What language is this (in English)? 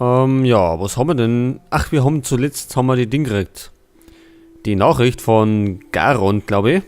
Bavarian